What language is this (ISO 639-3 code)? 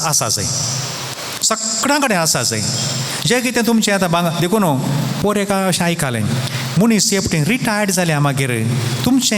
kok